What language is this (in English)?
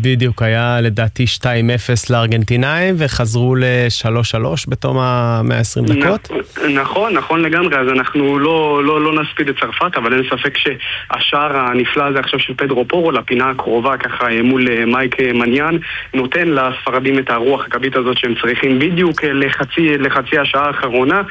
Hebrew